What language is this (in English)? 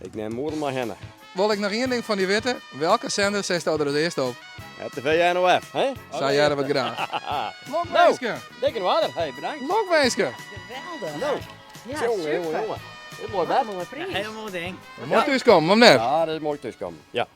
Western Frisian